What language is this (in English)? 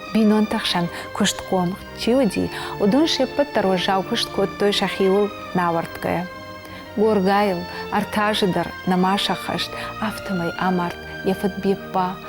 Ossetic